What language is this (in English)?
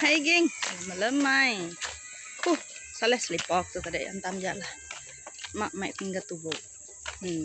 Iban